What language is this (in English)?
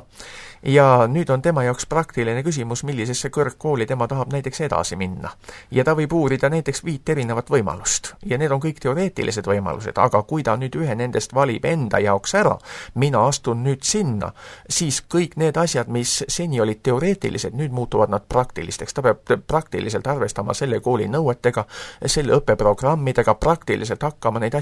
Estonian